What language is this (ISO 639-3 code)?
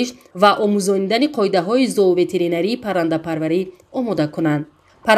tgk